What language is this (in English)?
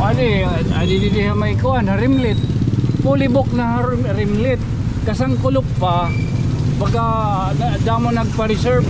Waray